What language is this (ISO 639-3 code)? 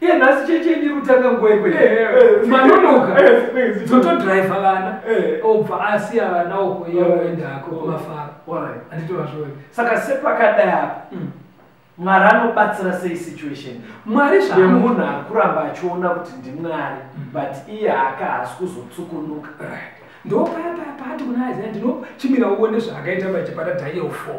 sna